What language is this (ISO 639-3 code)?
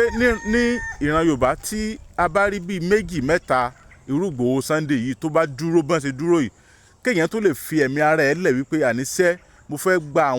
yor